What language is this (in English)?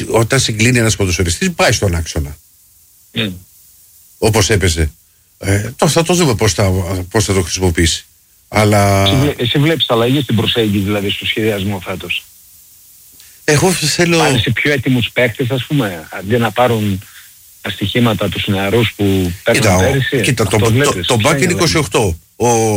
Greek